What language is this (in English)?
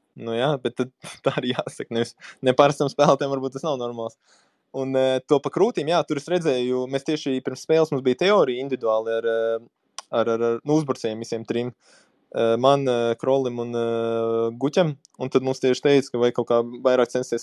Latvian